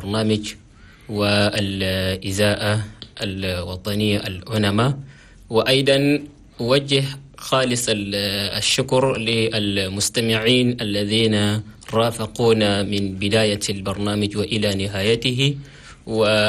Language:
Chadian Arabic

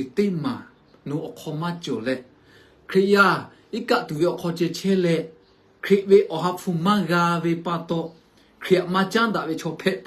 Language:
Lahu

